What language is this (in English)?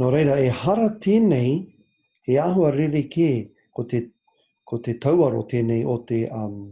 Māori